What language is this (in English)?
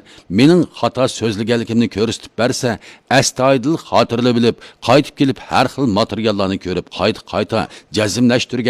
Uyghur